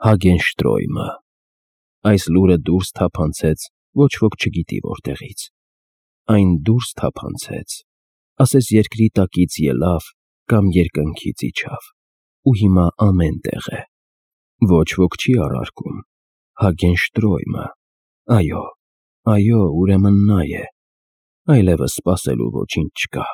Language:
Armenian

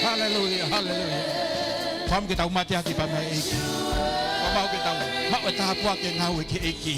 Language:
Tongan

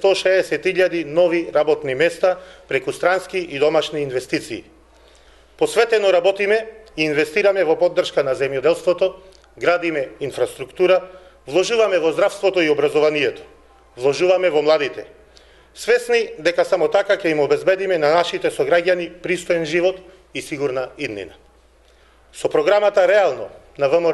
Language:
Macedonian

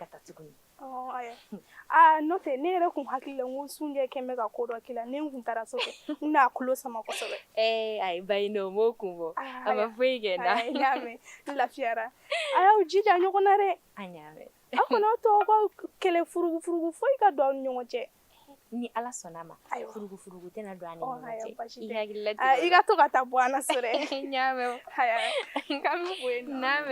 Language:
Bambara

